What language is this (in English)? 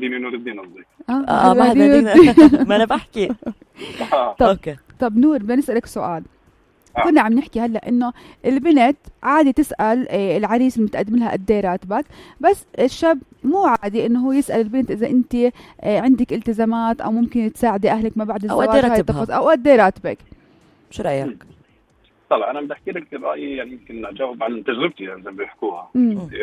North Levantine Arabic